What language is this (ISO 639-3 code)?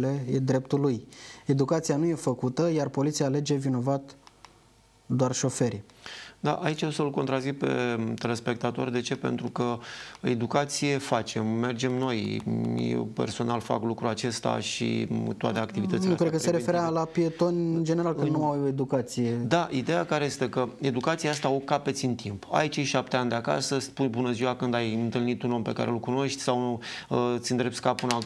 ron